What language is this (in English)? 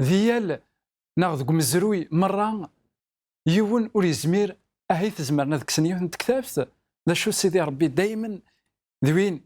Kabyle